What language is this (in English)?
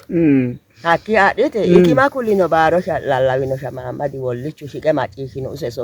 Sidamo